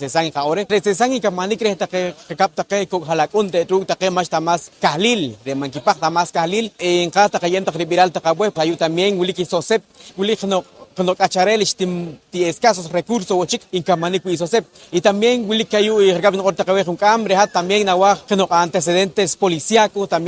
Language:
Poqomchi'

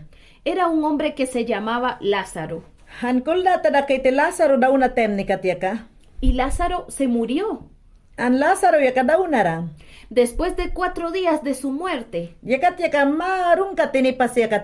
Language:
Mayangna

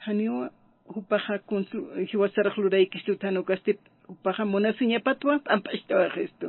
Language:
Aymara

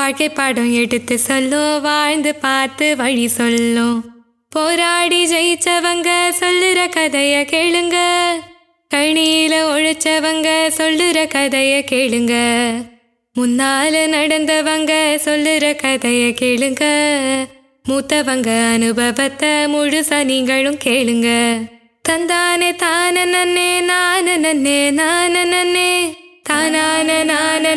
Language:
Tamil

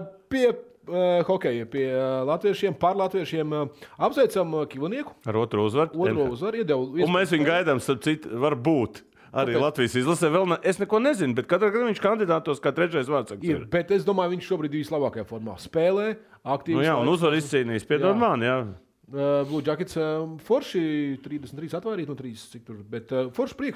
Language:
Latvian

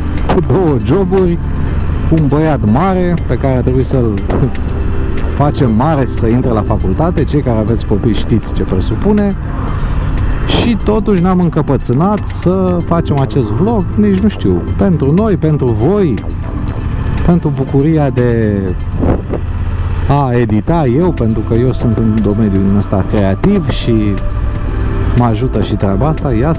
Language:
Romanian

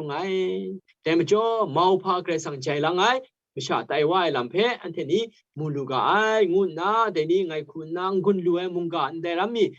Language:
Kachin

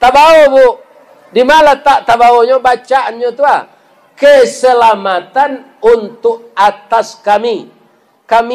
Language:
Minangkabau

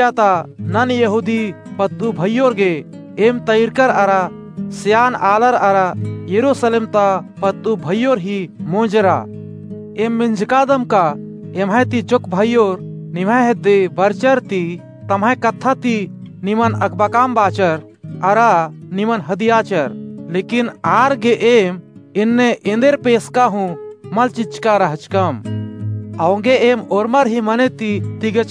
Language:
Kurukh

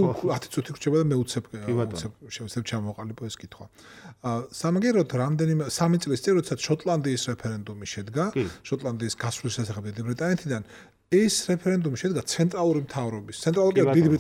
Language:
Georgian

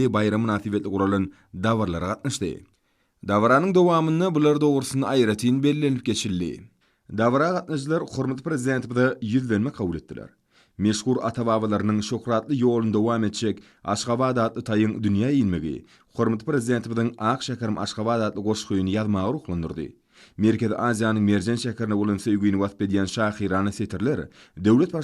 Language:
Turkmen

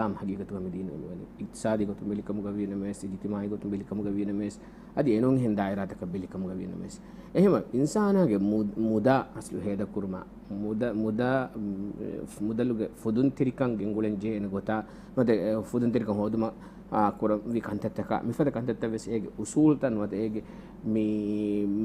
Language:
Divehi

